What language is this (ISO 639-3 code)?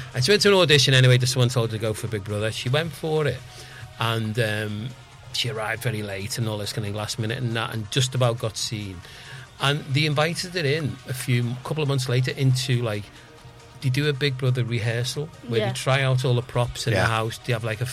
eng